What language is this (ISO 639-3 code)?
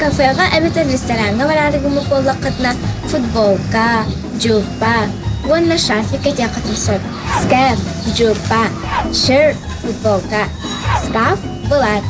sah